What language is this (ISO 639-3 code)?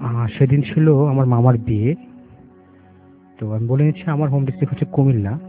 ben